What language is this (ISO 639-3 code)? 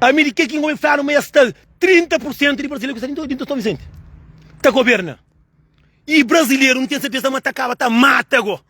kea